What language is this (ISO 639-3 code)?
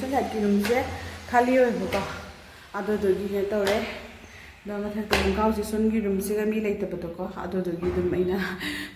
mni